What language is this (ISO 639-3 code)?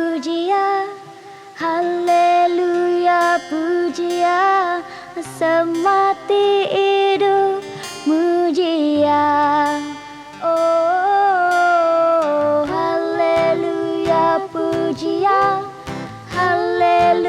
iba